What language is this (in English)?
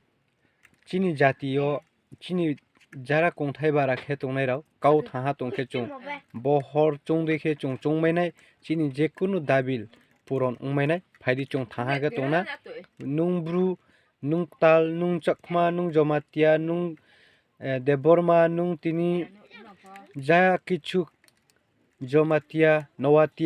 Riang (India)